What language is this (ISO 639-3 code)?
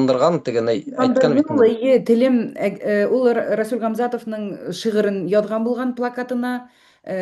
bak